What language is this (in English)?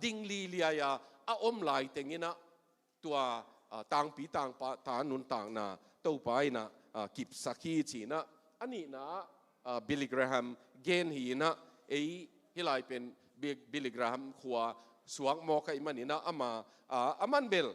Tedim Chin